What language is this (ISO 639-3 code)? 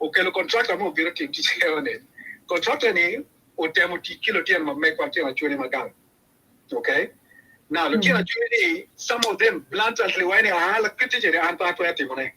ach